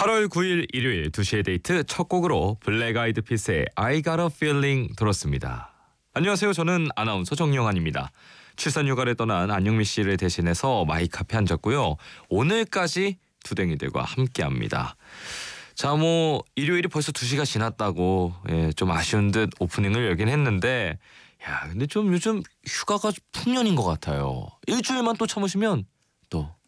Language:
Korean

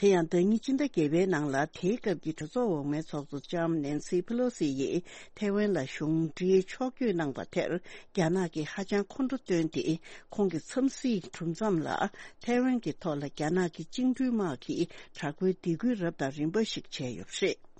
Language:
Tibetan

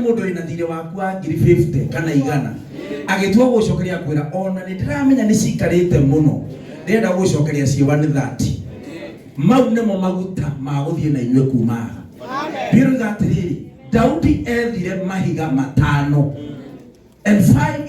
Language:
Kikuyu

